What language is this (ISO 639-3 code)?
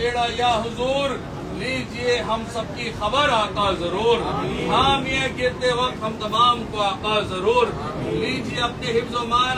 urd